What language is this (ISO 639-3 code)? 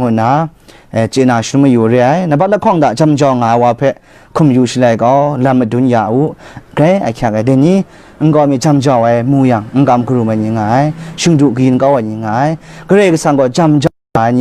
kac